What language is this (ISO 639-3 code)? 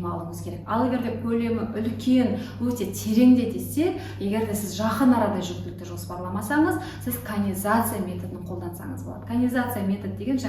kaz